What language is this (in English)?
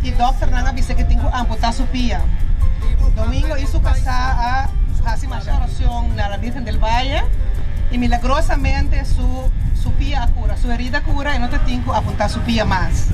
Papiamento